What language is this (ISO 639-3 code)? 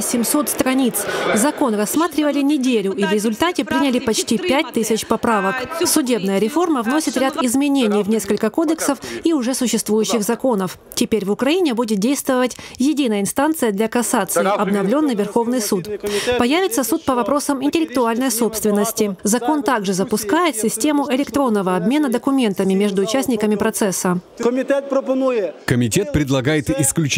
rus